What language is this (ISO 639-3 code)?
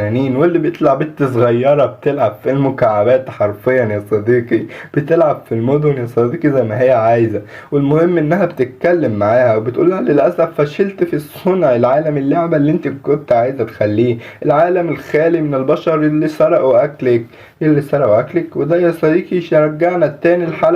arz